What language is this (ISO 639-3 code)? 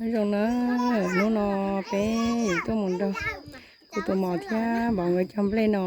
hmn